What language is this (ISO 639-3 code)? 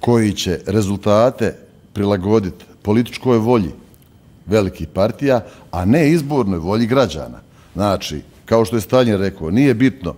bos